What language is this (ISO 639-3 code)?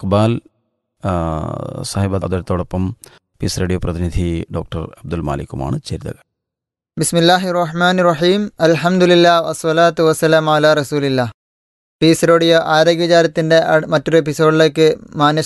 mal